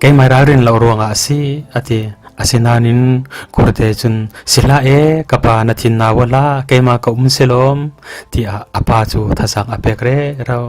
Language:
Falam Chin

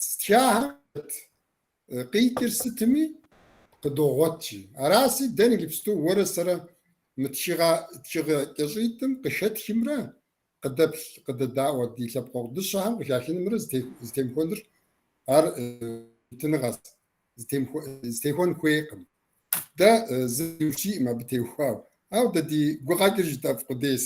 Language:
Kabardian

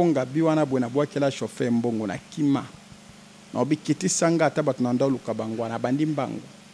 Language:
Lingala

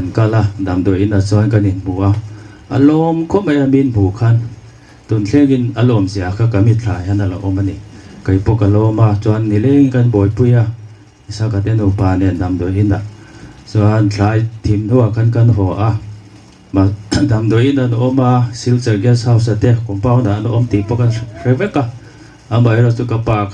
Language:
Hmar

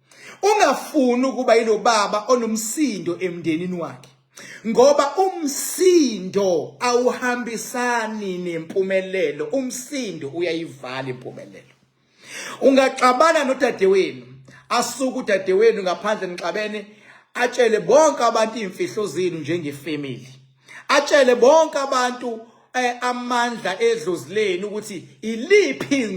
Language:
Zulu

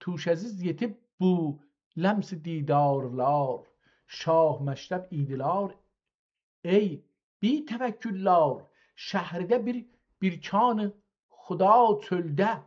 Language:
South Azerbaijani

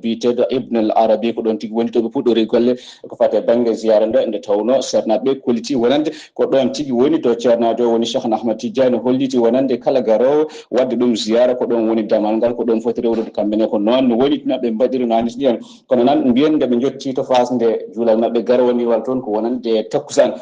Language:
Fula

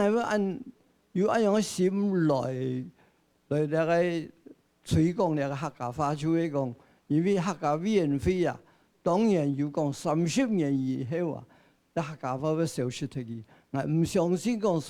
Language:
Hakka Chinese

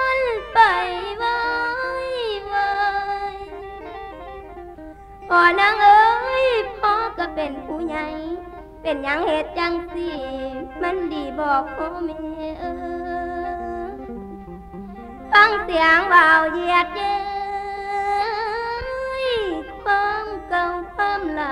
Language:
Northeastern Thai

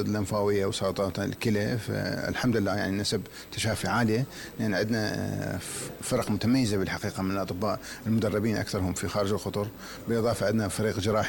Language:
Mesopotamian Arabic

